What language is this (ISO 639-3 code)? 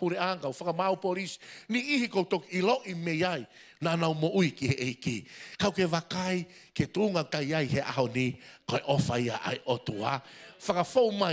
ton